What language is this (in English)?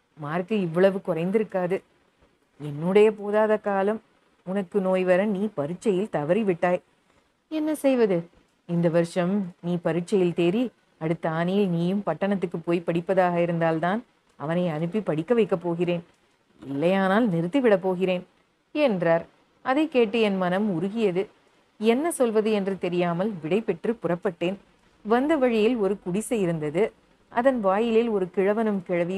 Tamil